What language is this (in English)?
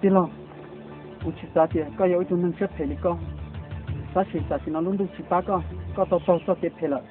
Hmong